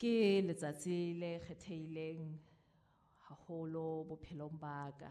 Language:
Southern Sotho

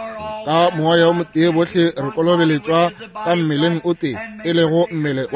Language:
Northern Sotho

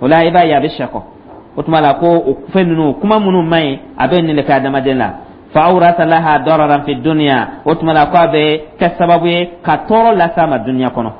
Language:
Dyula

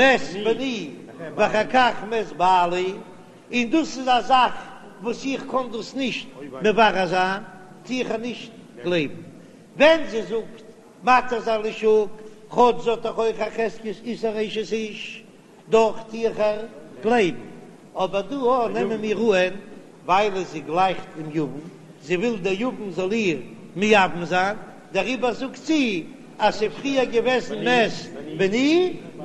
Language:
Yiddish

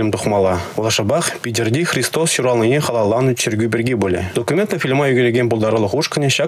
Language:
Chuvash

